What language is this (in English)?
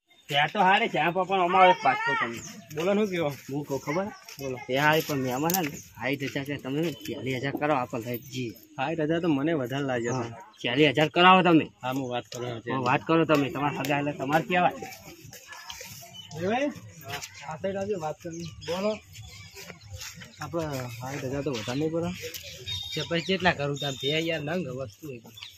Gujarati